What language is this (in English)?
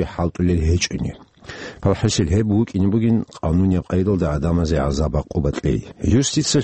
Avaric